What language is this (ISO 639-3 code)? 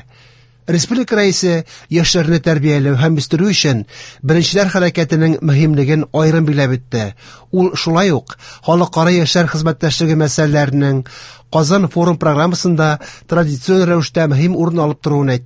tat